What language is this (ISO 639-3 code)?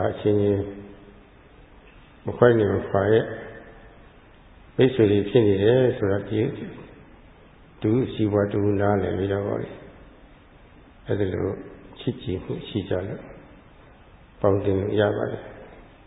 mya